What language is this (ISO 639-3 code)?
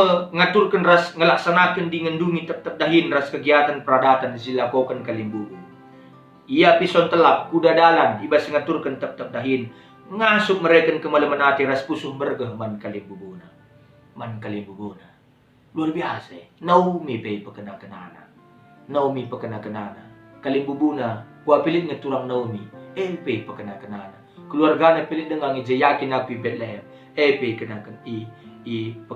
btx